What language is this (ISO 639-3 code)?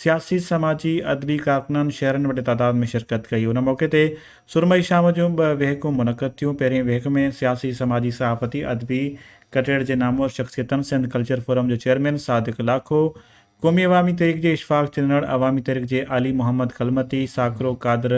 snd